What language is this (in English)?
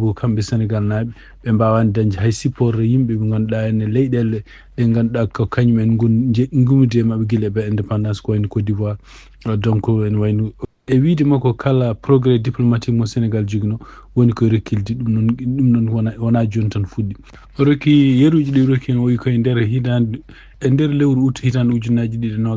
Fula